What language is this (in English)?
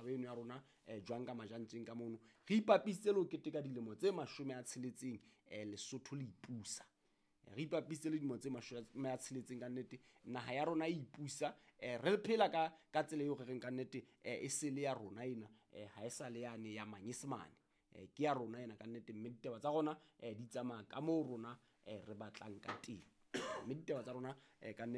Southern Sotho